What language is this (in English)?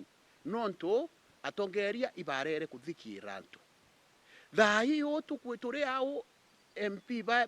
Meru